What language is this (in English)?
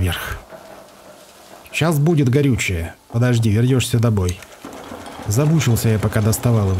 Russian